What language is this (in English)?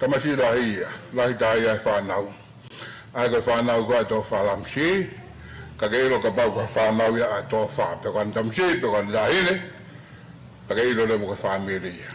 Tongan